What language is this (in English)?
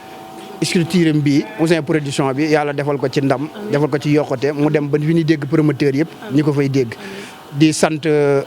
Wolof